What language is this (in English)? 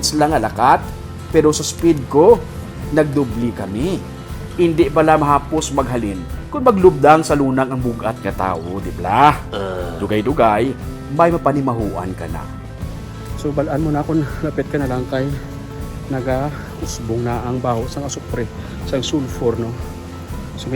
Hiligaynon